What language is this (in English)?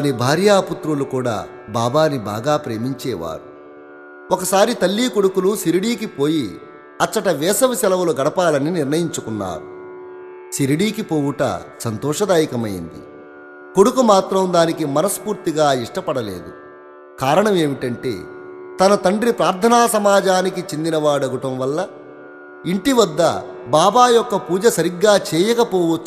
Telugu